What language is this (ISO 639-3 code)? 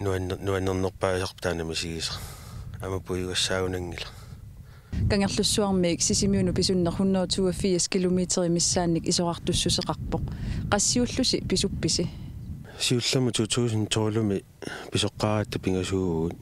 kal